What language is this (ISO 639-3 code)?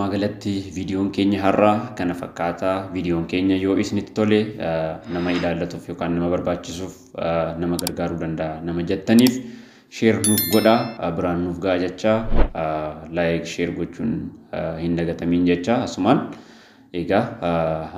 orm